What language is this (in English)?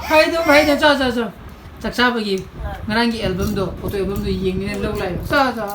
Manipuri